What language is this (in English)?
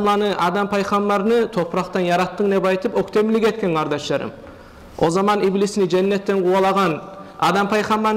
Kumyk